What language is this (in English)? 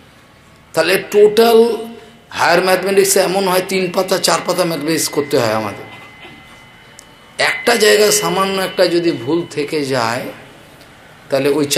Bangla